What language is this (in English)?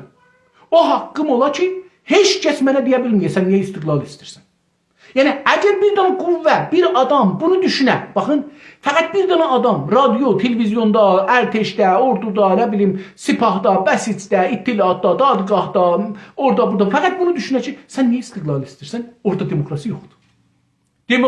South Azerbaijani